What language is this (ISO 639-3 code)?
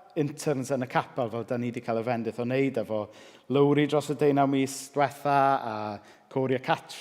cym